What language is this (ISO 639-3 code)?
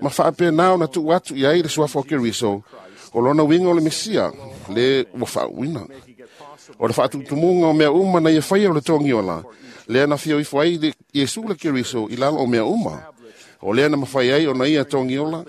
smo